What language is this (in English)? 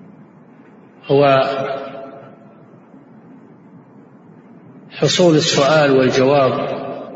Arabic